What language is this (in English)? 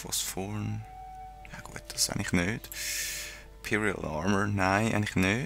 Swiss German